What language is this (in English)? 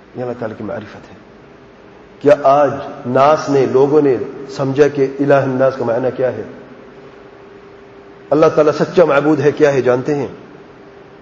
Urdu